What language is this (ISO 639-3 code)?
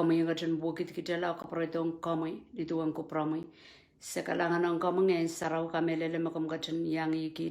pon